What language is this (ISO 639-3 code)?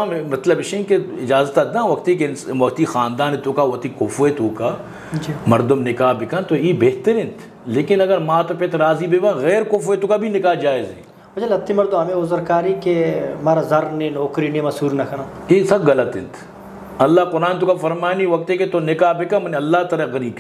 bgp